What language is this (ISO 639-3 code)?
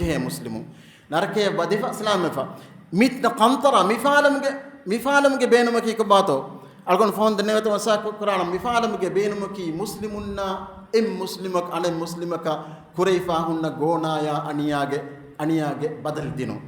div